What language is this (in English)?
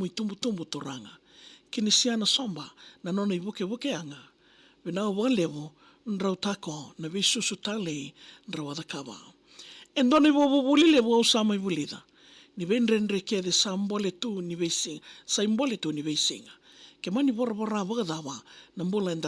Fijian